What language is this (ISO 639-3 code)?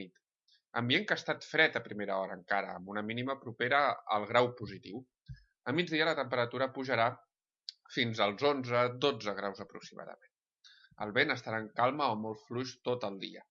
cat